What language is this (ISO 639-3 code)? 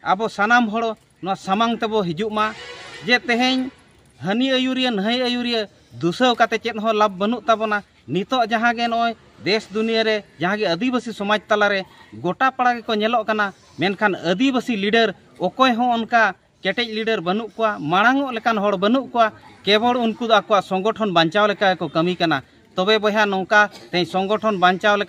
sat